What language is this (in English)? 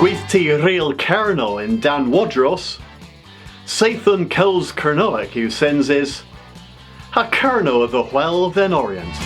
Cornish